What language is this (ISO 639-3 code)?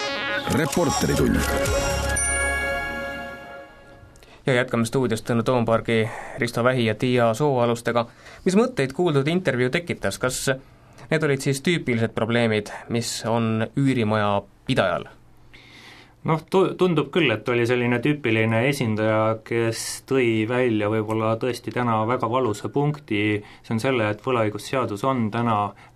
est